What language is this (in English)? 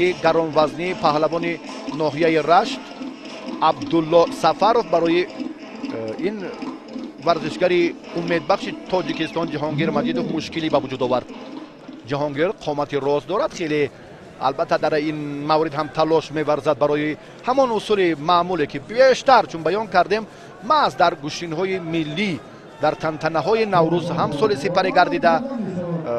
Tajik